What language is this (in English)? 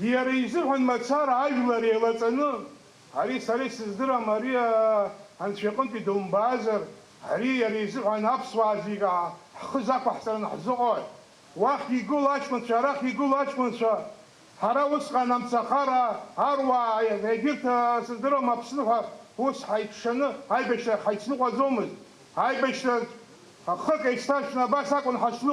Abkhazian